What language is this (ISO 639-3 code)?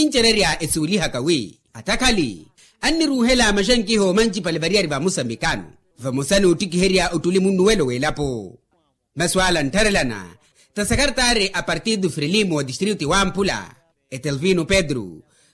vmw